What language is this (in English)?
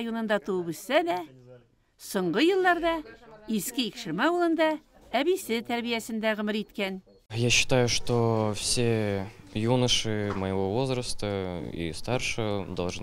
Tatar